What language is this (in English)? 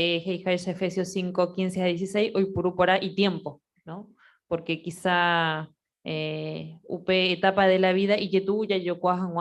Guarani